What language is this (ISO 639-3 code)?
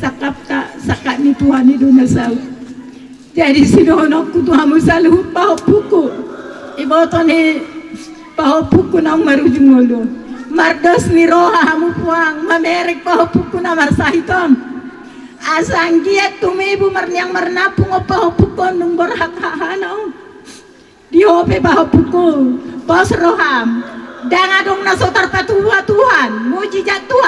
bbc